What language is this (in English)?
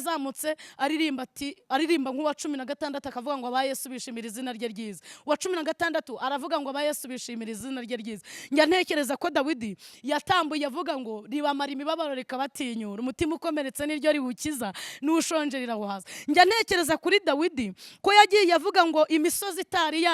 Kinyarwanda